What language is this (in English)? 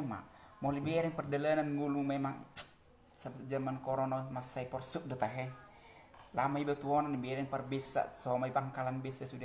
Batak Toba